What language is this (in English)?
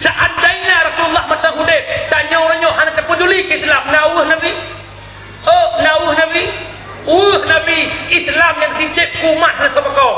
Achinese